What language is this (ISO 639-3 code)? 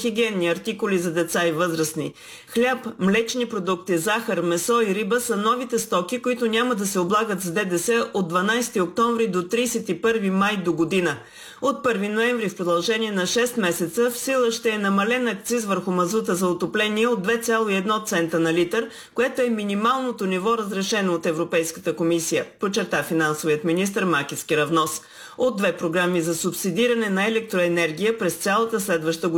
bul